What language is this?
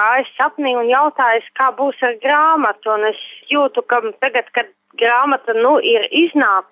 Latvian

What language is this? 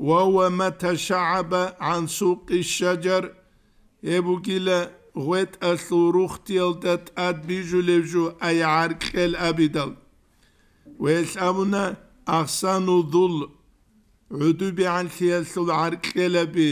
Avaric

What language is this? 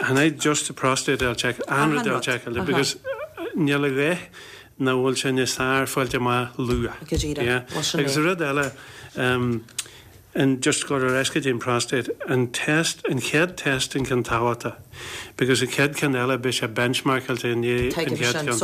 Irish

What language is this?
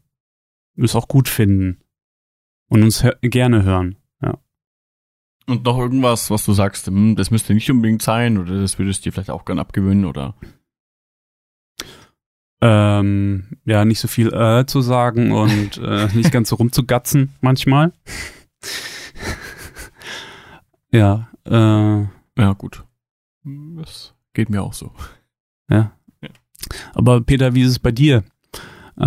German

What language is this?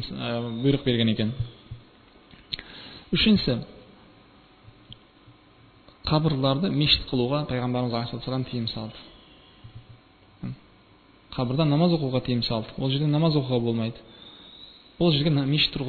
Kazakh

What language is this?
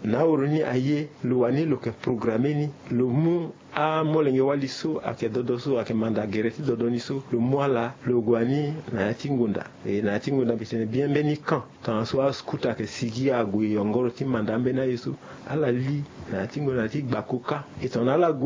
Sango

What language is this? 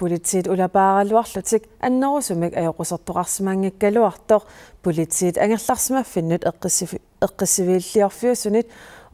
Kalaallisut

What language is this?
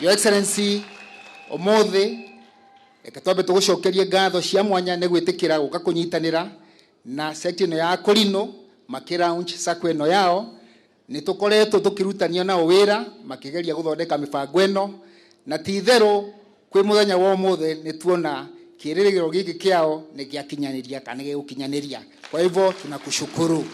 Kikuyu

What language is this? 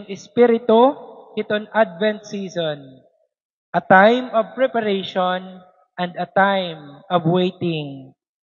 Waray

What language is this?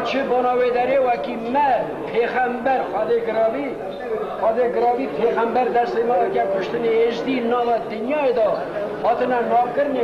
Kurdish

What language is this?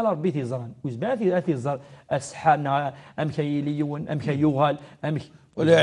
Kabyle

